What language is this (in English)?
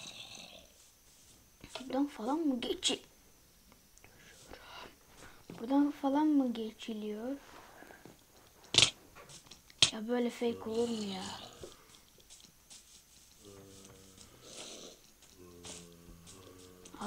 Turkish